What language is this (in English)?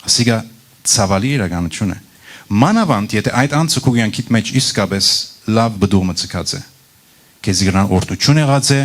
Western Armenian